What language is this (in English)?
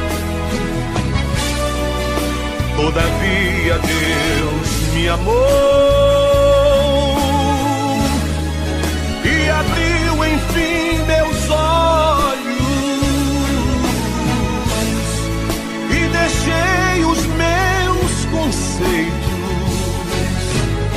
Portuguese